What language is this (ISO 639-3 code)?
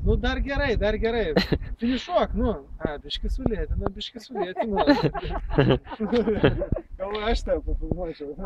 lit